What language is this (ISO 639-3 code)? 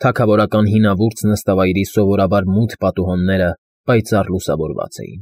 hye